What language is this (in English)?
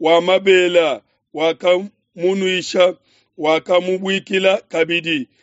Luba-Lulua